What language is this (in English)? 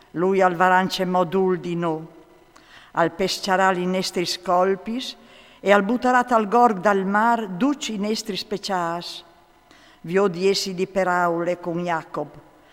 Friulian